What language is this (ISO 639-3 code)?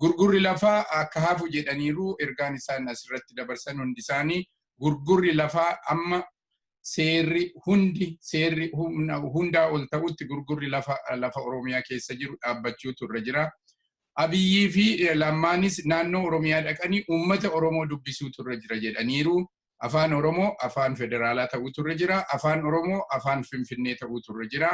orm